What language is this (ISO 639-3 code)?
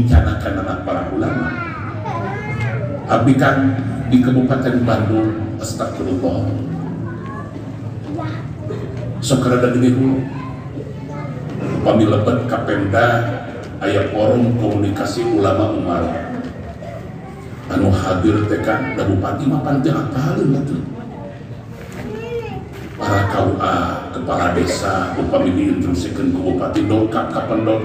sun